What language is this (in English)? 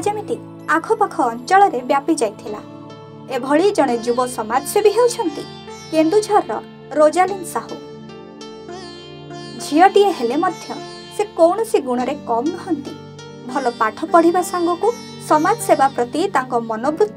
Odia